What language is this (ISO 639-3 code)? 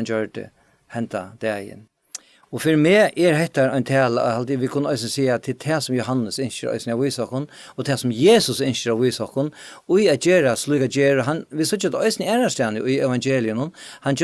fao